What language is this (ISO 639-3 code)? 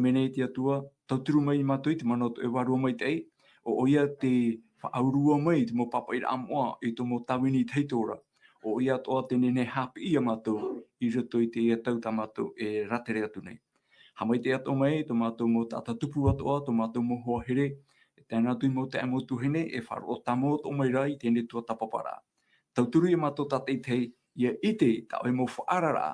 tah